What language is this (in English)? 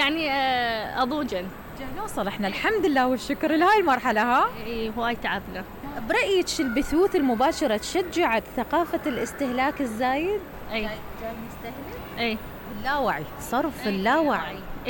Mesopotamian Arabic